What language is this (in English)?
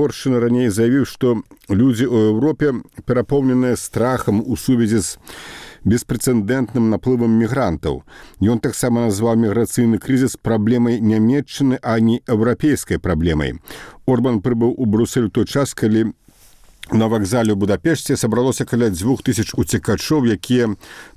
Belarusian